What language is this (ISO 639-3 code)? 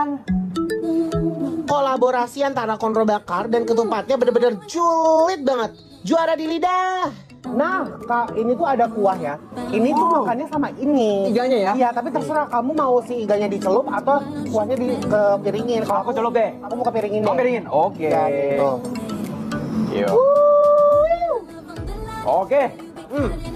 ind